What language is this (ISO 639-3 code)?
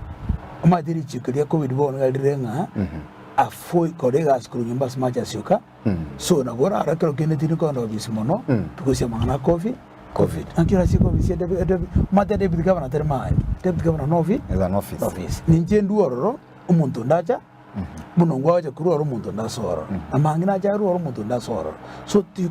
guz